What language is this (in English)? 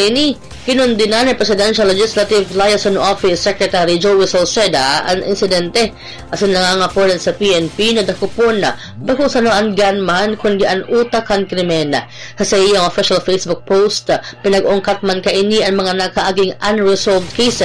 Bikol